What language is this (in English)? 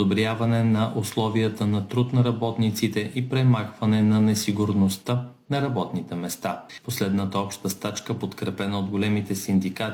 Bulgarian